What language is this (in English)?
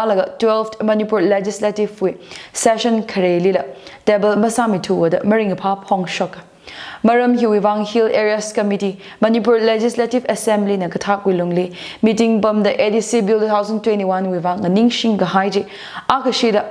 Tangkhul Naga (India)